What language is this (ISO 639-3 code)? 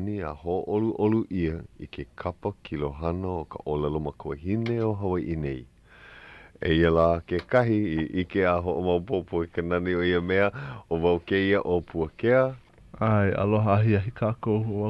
haw